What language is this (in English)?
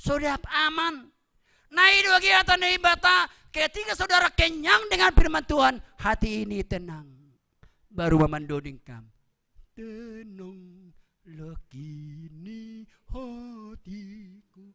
Batak Simalungun